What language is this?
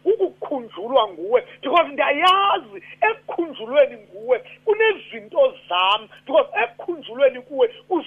Xhosa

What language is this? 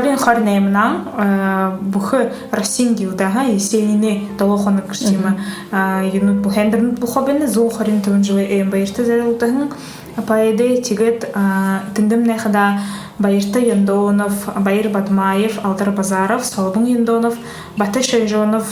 Buriat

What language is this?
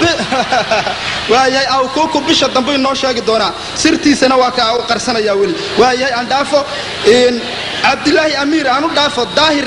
Somali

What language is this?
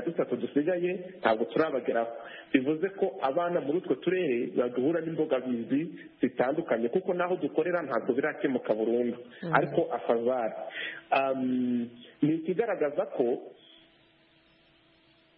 Kinyarwanda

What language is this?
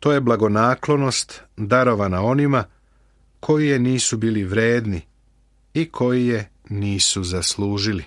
Serbian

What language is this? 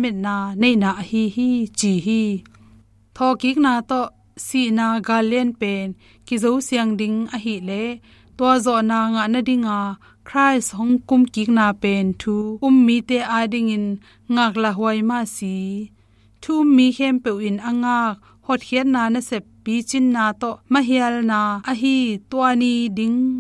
Tedim Chin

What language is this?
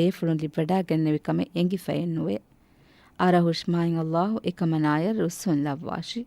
Divehi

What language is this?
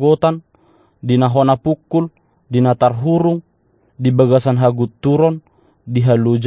Batak Toba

